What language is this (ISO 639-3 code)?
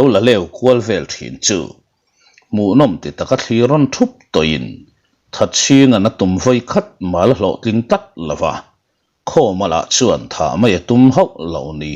lus